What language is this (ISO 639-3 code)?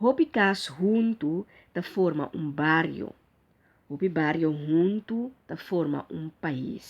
pap